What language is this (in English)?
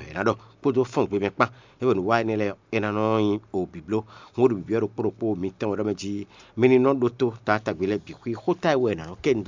Fon